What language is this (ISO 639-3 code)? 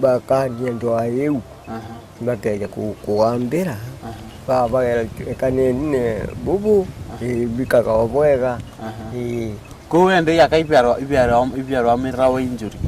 mer